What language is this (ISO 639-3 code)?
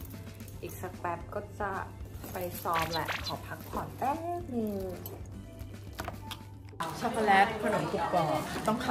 tha